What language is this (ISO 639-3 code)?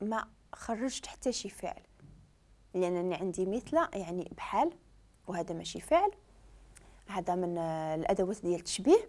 ary